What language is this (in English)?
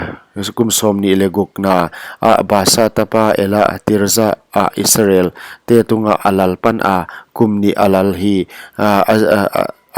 Paite Chin